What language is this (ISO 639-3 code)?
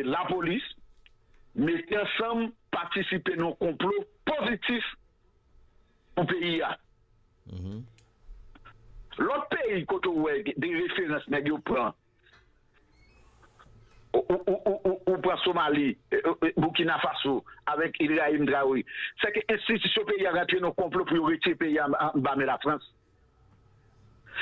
fra